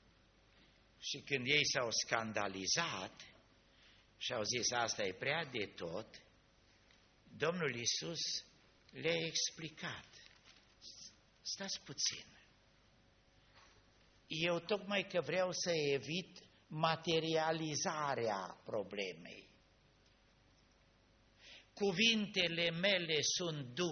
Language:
Romanian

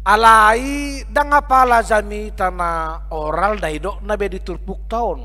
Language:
Batak Toba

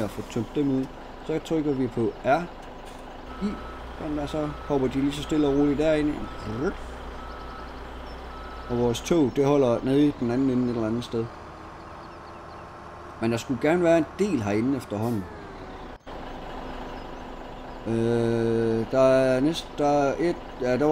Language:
Danish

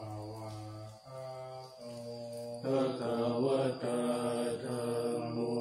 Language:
Pali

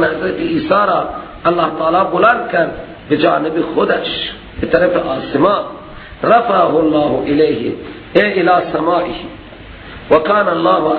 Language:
Persian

